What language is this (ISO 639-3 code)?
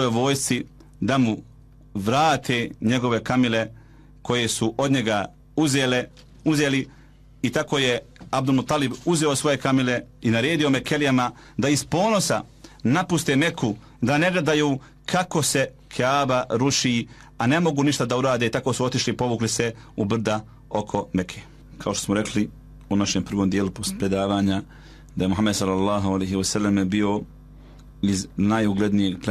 bos